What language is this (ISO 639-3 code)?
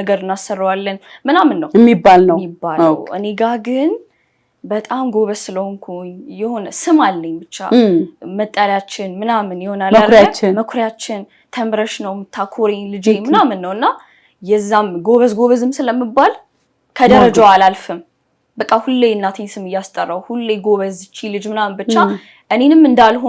amh